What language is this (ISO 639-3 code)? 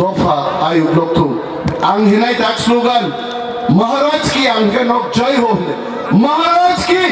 trp